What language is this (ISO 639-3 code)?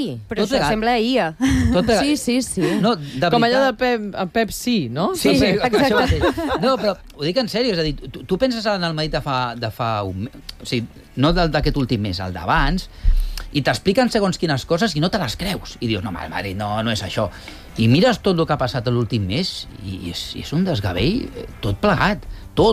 cat